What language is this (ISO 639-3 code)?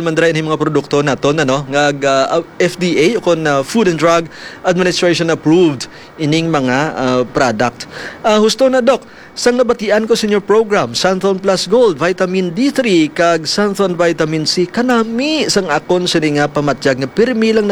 hil